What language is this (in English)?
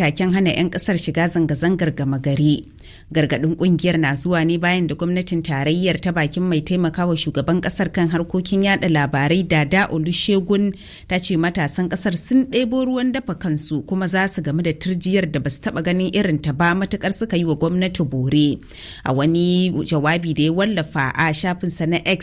Hausa